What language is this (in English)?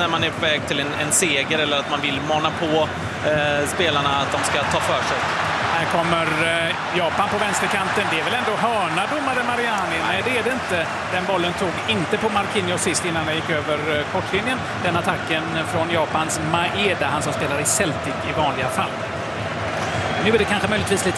Swedish